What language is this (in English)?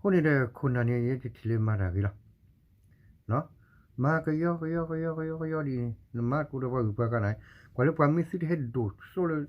S'gaw Karen